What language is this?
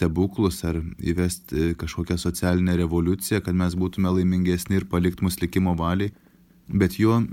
Lithuanian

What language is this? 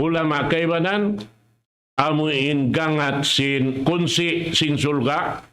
Tausug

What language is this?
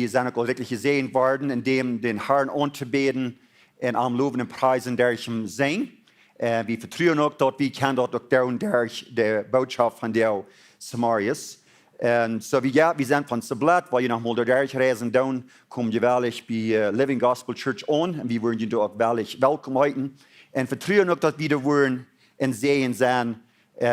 Plautdietsch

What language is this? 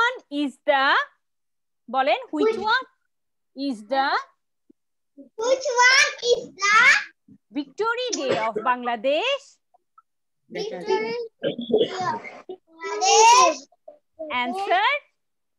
Bangla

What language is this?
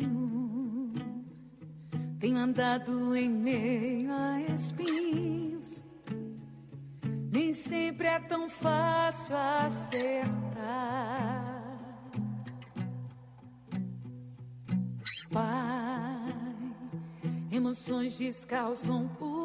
Portuguese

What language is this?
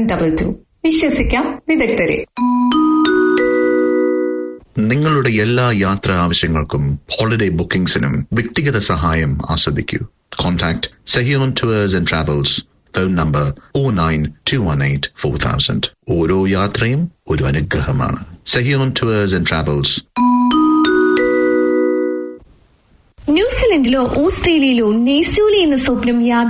Malayalam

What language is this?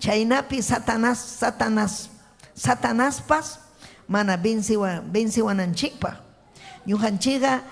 Ayacucho Quechua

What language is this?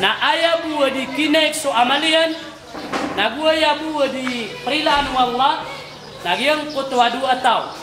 Maranao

